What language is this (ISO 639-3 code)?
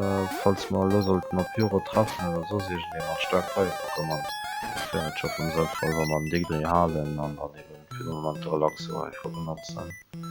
ltz